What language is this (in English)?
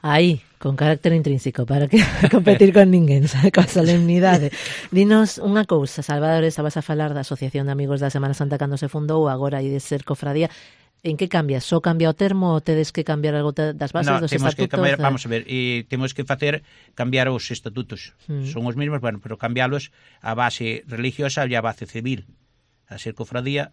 Galician